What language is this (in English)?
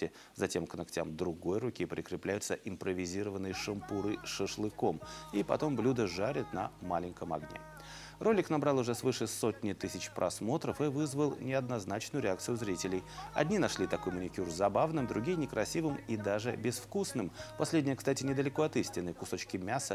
Russian